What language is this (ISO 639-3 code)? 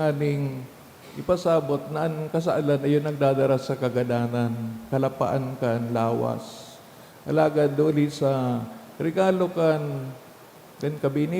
bik